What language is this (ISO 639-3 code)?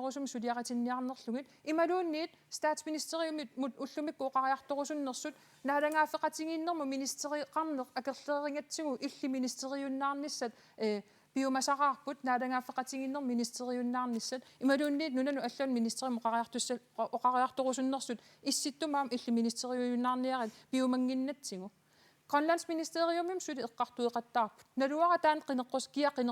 kal